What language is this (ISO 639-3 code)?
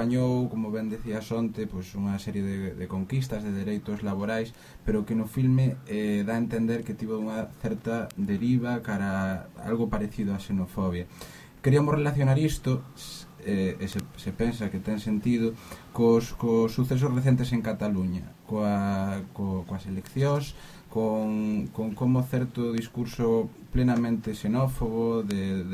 glg